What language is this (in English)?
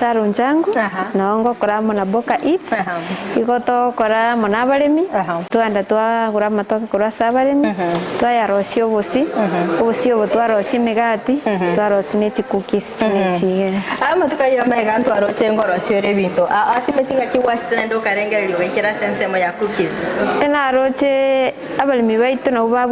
Gusii